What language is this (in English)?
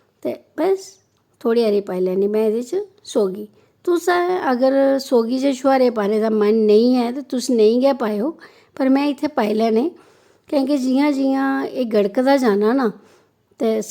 Dogri